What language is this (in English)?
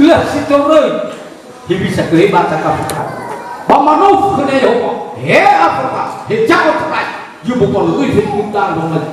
Nias